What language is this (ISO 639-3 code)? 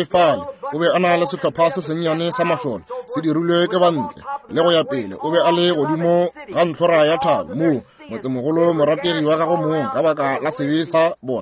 nso